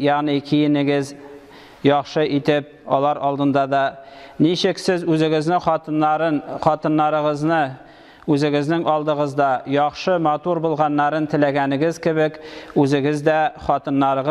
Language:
Tatar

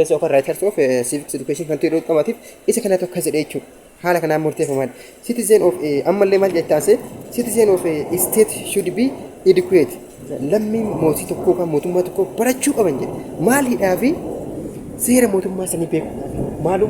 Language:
Oromo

